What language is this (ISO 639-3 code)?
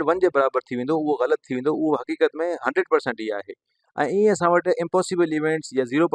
snd